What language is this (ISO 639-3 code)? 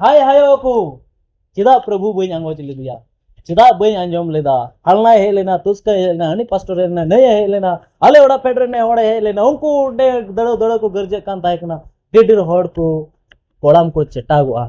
sat